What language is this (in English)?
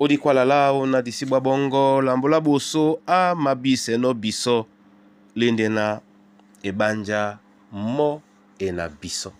Duala